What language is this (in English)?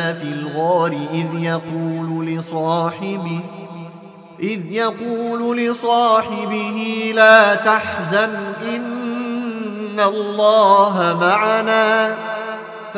Arabic